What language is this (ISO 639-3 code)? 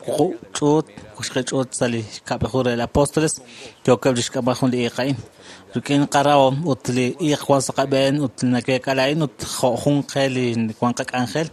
kek